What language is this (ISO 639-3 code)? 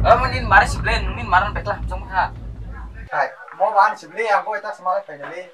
trp